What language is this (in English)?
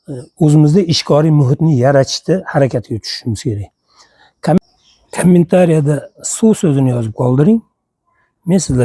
Uzbek